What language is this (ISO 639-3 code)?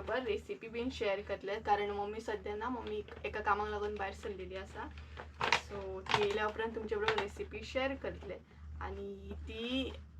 kok